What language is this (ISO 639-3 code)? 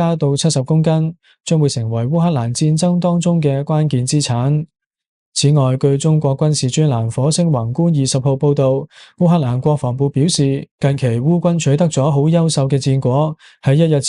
yue